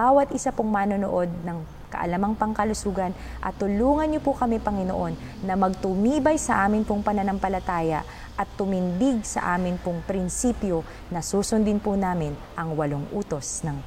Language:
Filipino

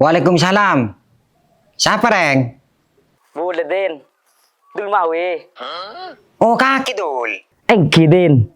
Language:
Madurese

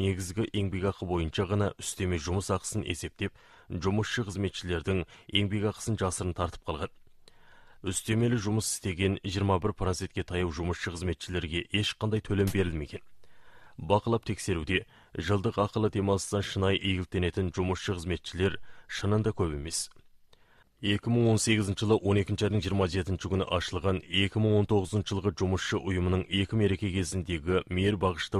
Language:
Kazakh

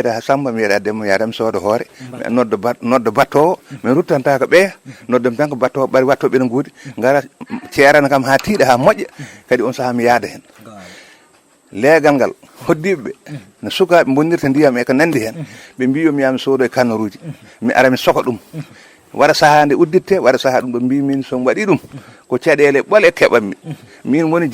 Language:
Fula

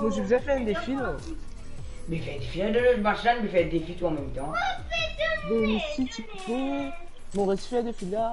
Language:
Morisyen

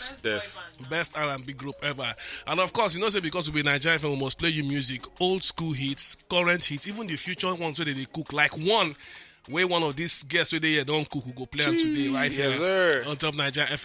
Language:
Nigerian Pidgin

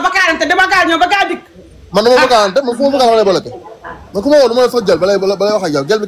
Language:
Wolof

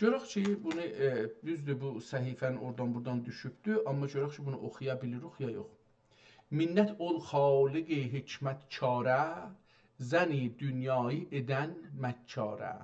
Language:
South Azerbaijani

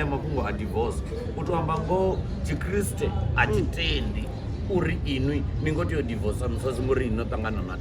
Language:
Venda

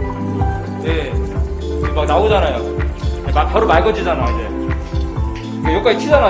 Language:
Korean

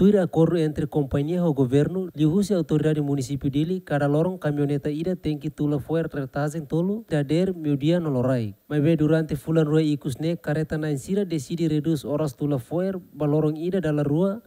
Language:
Tetum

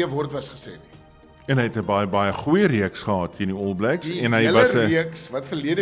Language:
Afrikaans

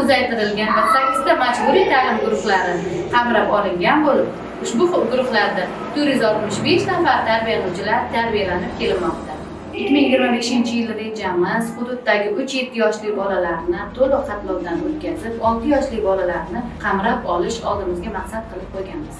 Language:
Uzbek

